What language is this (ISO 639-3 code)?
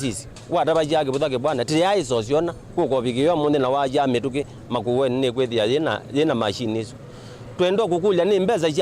kam